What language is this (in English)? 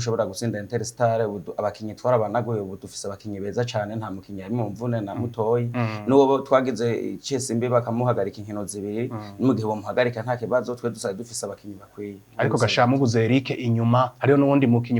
Rundi